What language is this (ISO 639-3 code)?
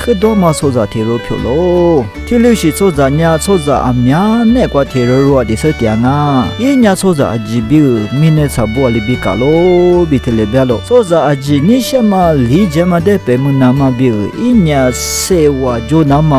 lis